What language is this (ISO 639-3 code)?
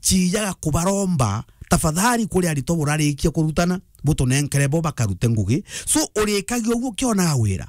mer